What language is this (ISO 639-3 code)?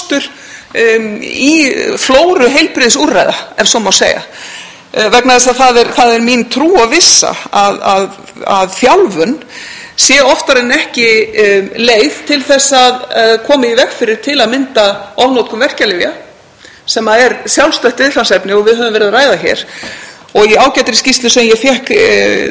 isl